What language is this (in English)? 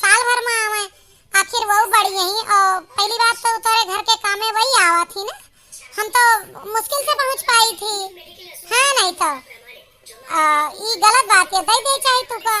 Awadhi